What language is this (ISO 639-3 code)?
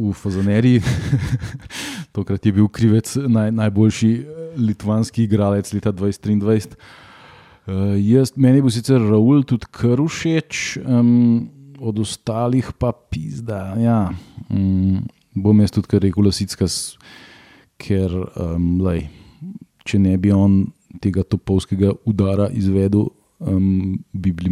slv